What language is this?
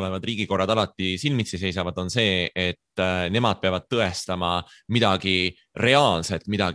Estonian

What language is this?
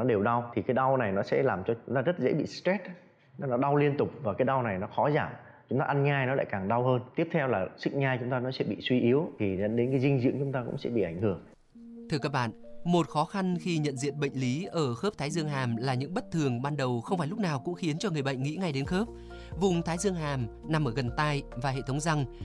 Vietnamese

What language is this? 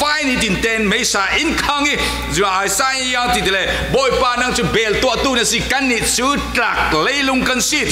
Falam Chin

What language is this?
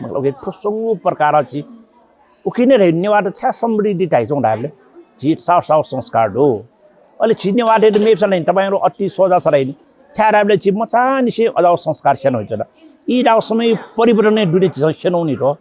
Newari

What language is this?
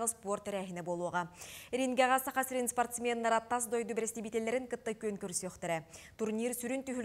Yakut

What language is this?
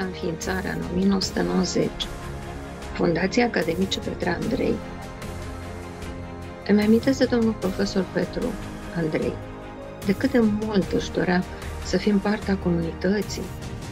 Romanian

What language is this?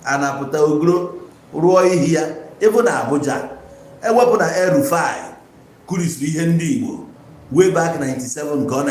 Igbo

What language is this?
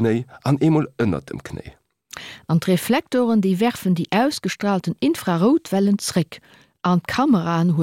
Luxembourgish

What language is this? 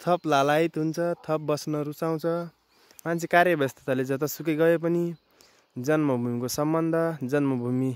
Nepali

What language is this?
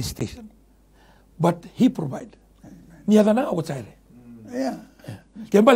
Fijian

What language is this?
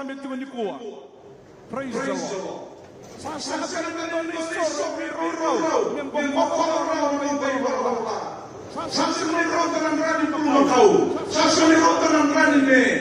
Fijian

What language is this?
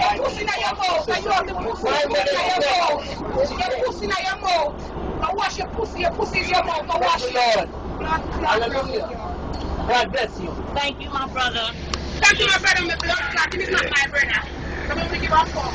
Jamaican Creole English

